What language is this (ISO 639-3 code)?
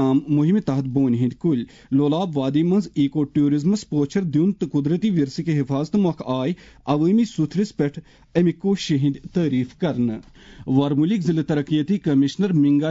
kas